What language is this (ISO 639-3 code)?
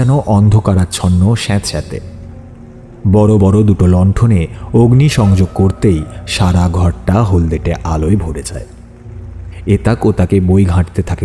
ben